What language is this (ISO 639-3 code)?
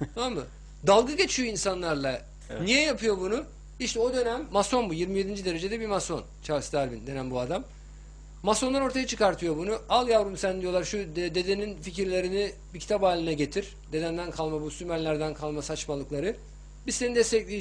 tur